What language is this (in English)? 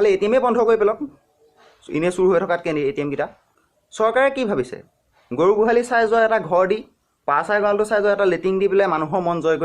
Assamese